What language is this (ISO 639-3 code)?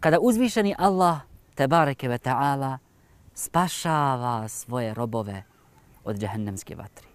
bos